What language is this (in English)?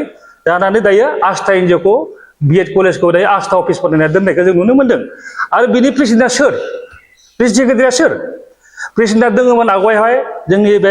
Bodo